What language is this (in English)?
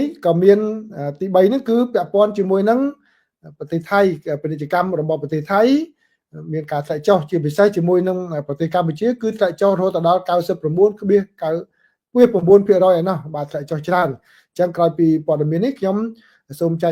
Khmer